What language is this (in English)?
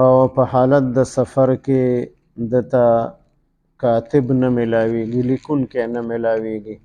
Pashto